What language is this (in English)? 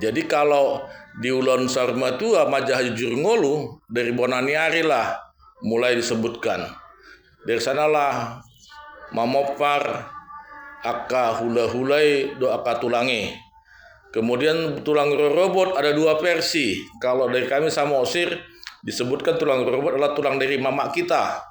Batak Toba